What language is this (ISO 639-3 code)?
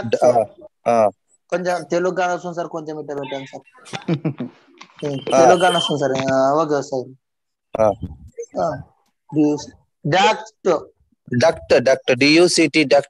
tel